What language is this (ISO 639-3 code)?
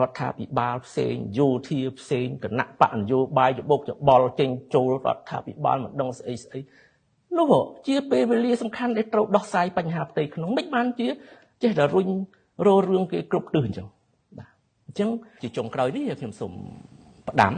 khm